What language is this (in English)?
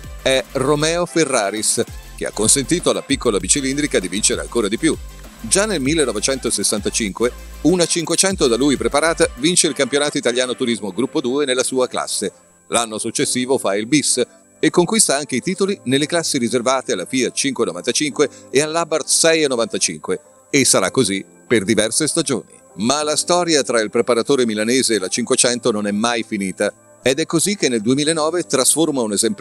Italian